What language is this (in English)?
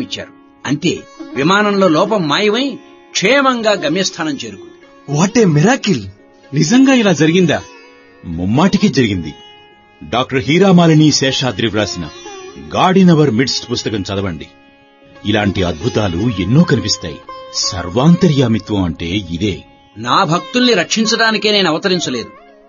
Telugu